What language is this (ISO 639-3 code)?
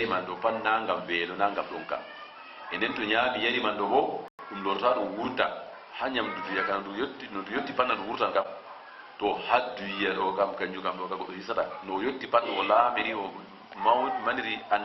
ful